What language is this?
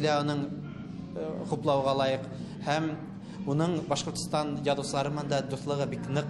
Tatar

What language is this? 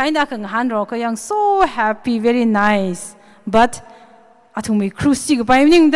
Tangkhul Naga (India)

